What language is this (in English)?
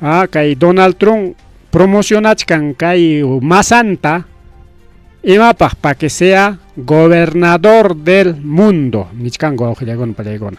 Ayacucho Quechua